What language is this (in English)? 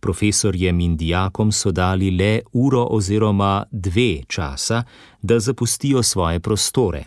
Slovenian